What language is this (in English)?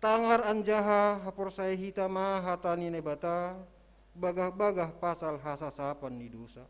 Batak Simalungun